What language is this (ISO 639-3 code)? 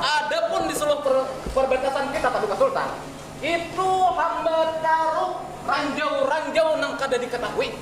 bjn